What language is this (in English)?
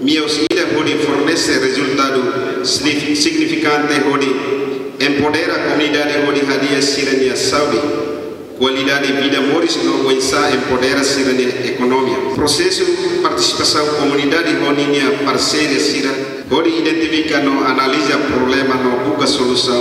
Tetum